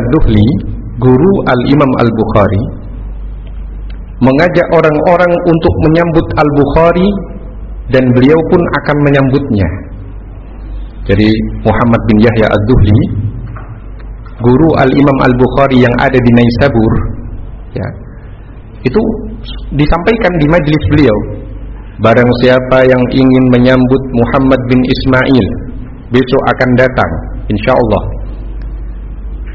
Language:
Indonesian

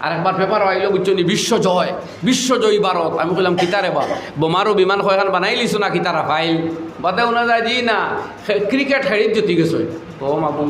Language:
Sylheti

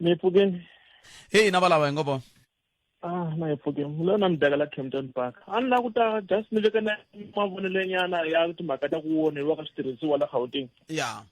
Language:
Tsonga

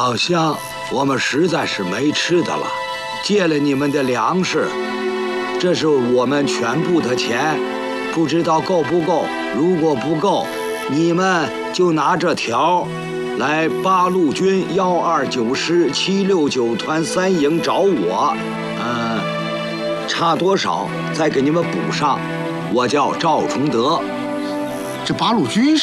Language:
Chinese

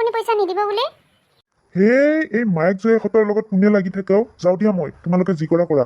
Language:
Assamese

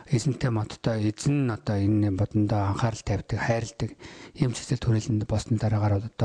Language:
Mongolian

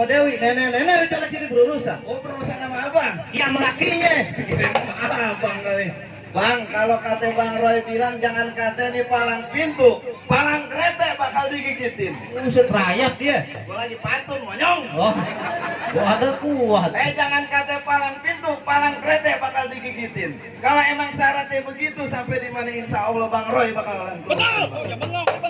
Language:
Betawi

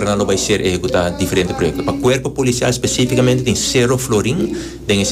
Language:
Papiamento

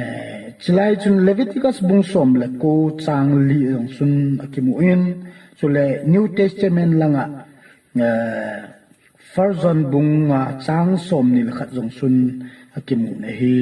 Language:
Thado Chin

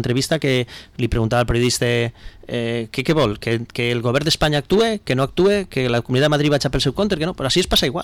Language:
Catalan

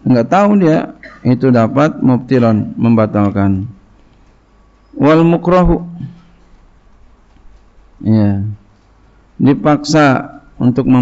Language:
Indonesian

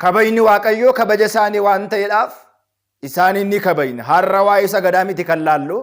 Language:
Oromo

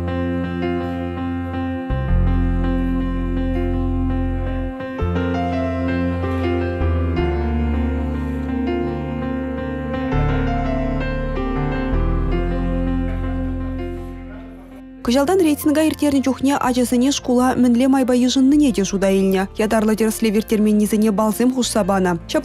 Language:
Chuvash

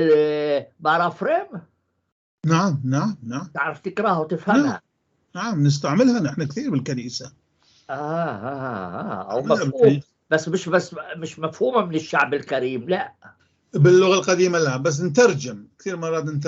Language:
North Levantine Arabic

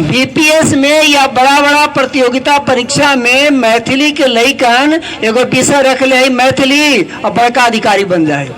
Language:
Magahi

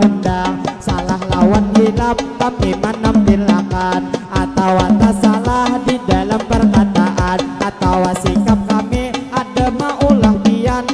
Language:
Banjar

